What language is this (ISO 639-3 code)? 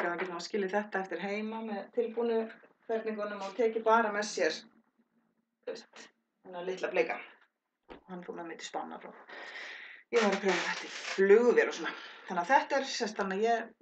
isl